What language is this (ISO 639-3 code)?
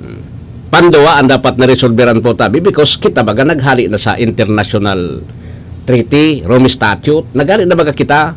bik